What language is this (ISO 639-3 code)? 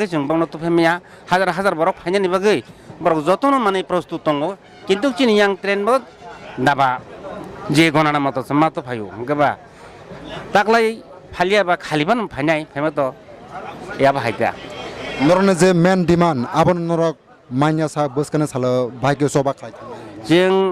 trp